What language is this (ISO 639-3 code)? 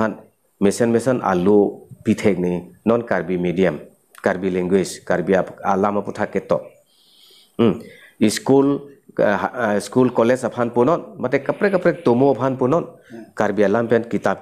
mjw